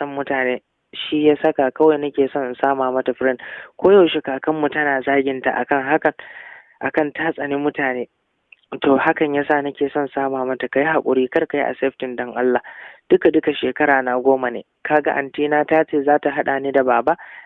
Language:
Hausa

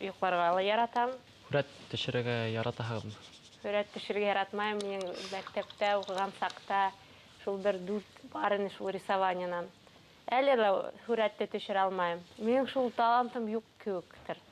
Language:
Bashkir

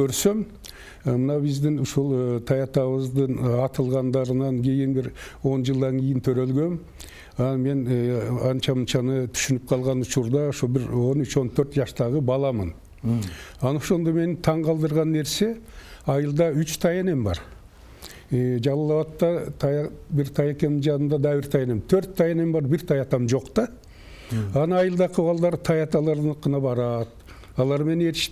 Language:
Kyrgyz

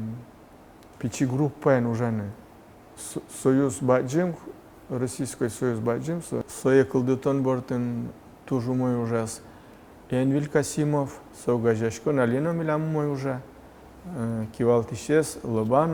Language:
Udmurt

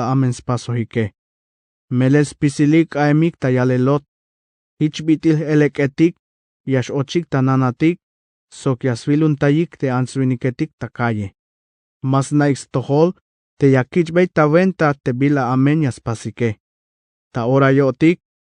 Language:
Tzeltal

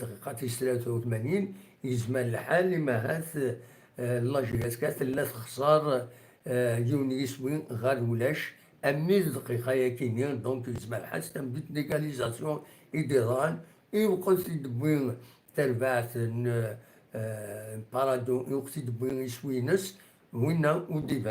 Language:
Kabyle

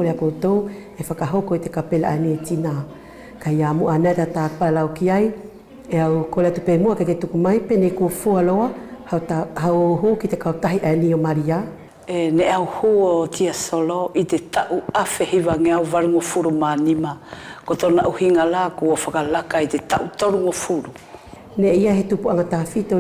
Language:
Wallisian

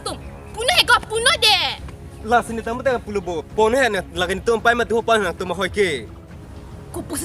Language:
Karbi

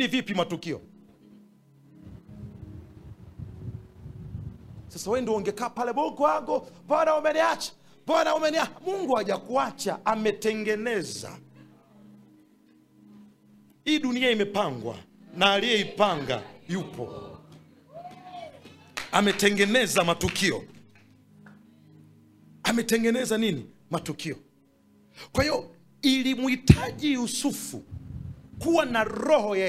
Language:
Swahili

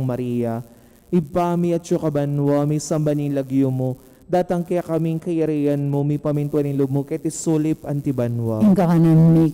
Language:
Pampanga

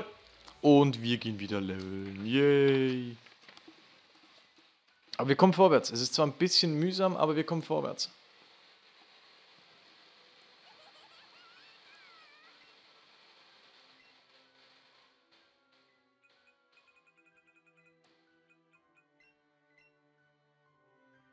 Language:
German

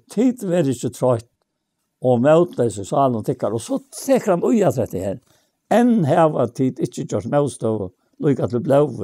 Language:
Faroese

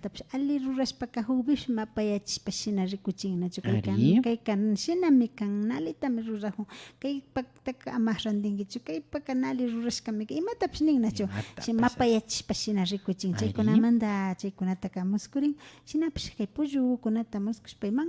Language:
Imbabura Highland Quichua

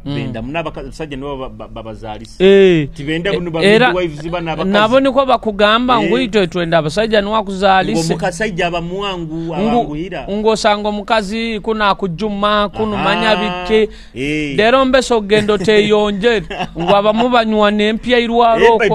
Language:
Nyoro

